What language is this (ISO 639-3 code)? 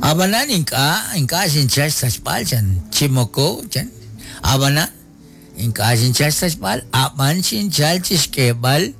kek